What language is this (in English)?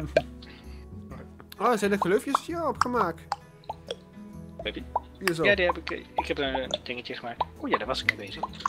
Dutch